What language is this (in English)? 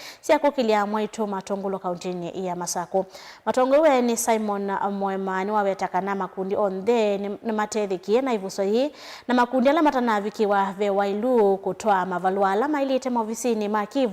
Kamba